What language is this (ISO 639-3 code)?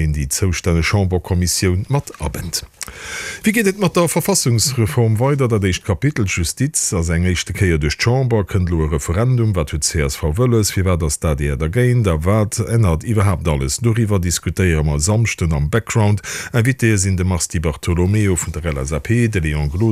ltz